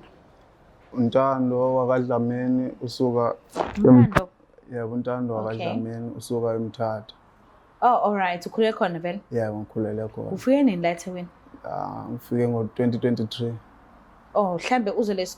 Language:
Zulu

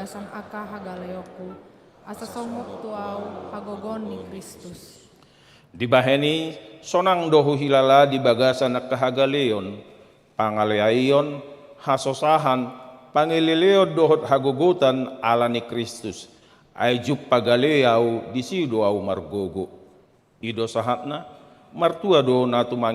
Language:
Batak Toba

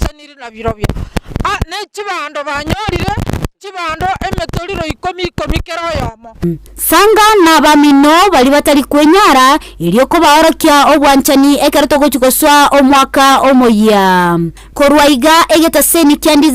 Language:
Gusii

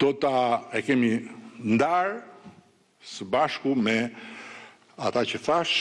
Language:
Albanian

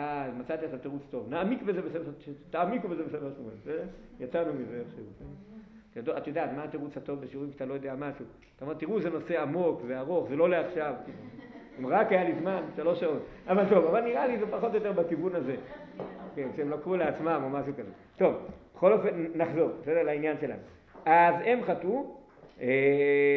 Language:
Hebrew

